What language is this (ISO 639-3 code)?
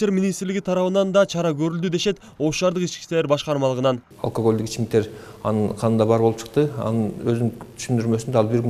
kir